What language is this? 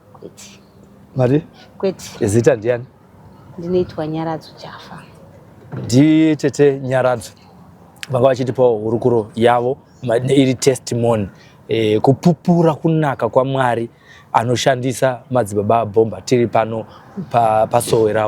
Shona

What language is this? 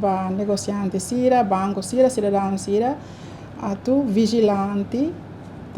Tetum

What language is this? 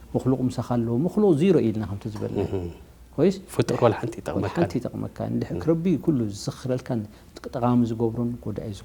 Tigrinya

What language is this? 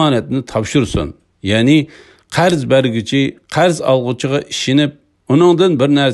Uyghur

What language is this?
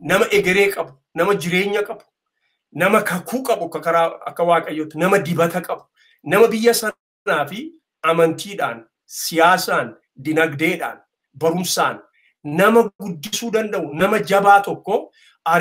Oromo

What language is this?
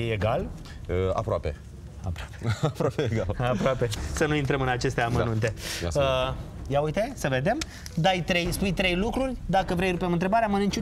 Romanian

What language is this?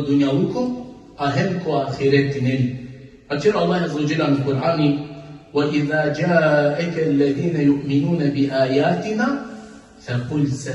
Balkan Romani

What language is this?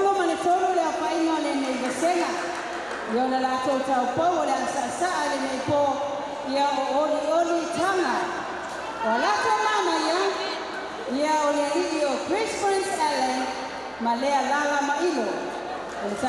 Samoan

